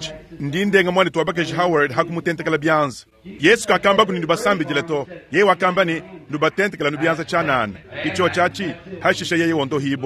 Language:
Luba-Lulua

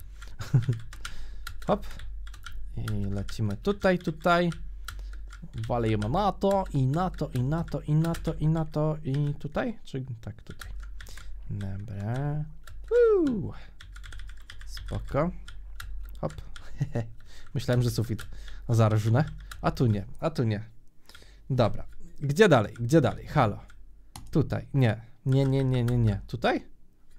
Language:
Polish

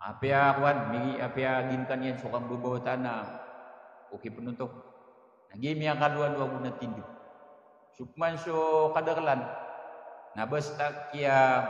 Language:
Maranao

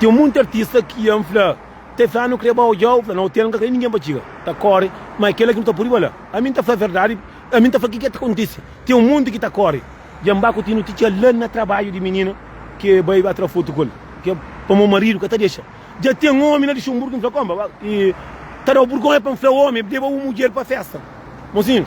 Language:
Kabuverdianu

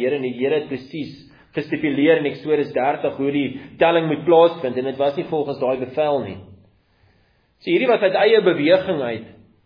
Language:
Afrikaans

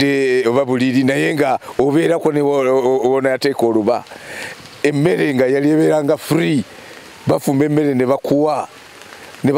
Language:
Ganda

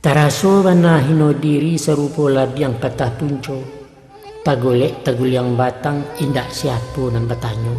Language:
Minangkabau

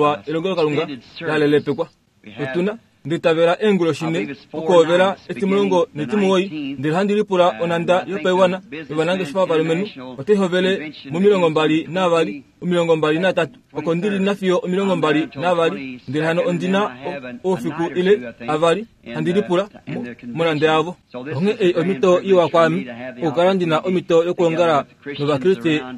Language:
Kuanyama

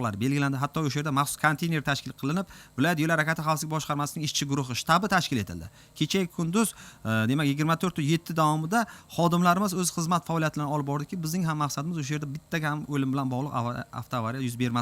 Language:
Uzbek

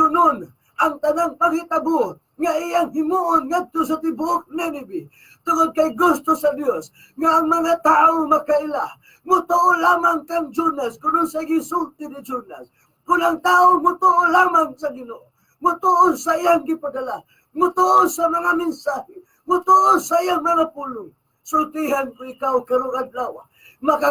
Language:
Cebuano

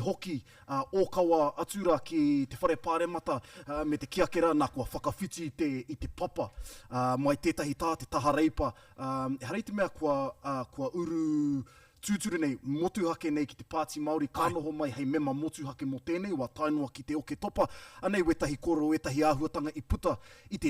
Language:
Māori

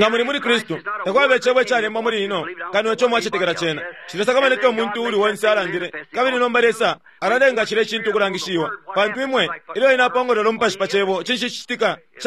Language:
Bemba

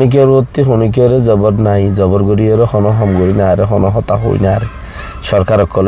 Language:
Rohingya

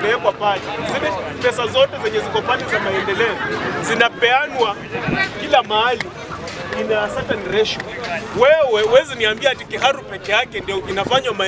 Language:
Swahili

